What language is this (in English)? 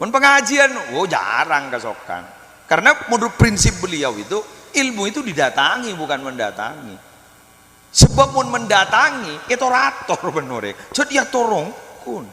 Madurese